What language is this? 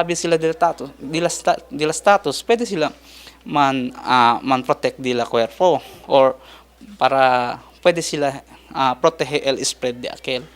Chavacano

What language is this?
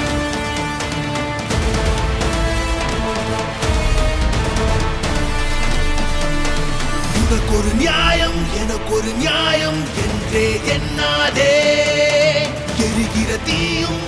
Tamil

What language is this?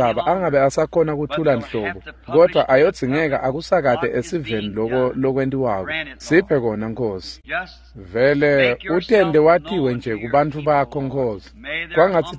Swati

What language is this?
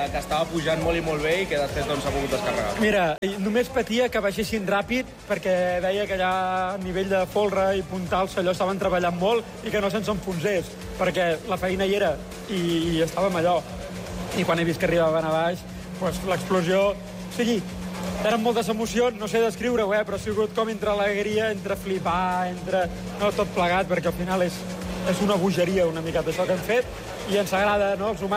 Catalan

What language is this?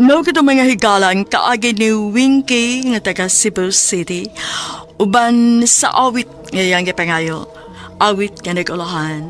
Cebuano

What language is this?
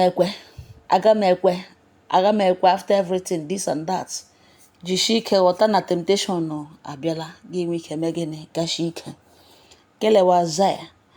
Igbo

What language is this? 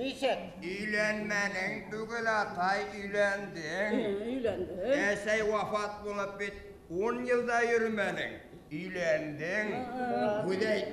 Bashkir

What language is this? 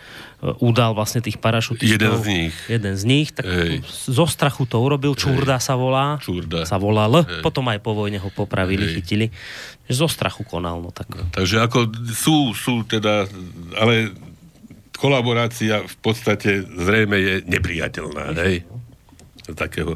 Slovak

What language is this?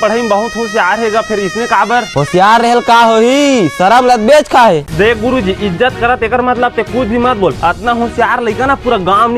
Chhattisgarhi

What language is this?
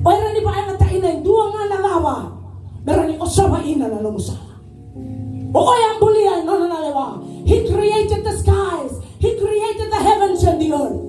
Fijian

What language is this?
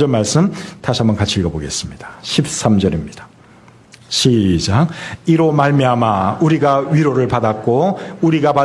Korean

